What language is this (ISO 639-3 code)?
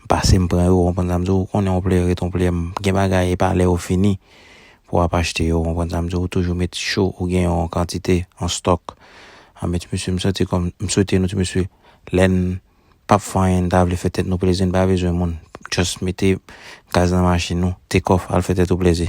hat